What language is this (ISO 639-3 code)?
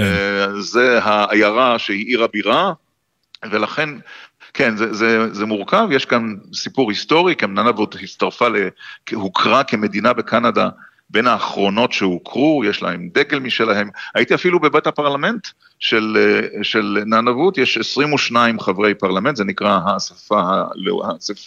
heb